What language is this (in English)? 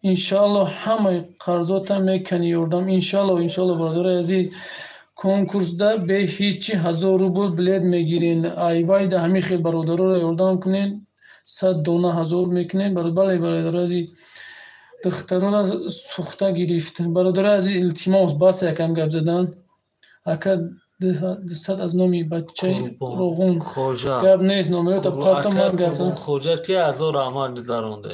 Tajik